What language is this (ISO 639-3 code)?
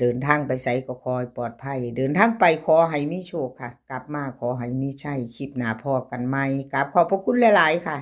tts